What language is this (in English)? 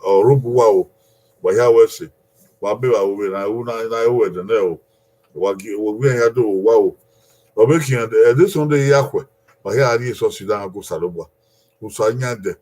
Bini